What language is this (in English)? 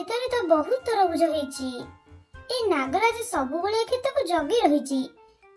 Odia